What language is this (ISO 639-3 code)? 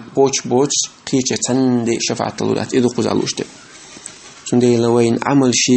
che